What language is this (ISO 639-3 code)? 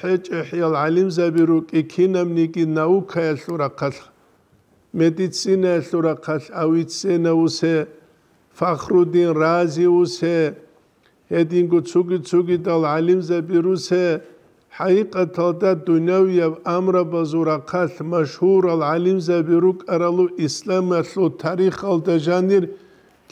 ava